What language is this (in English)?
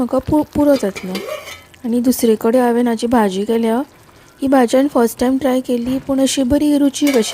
Konkani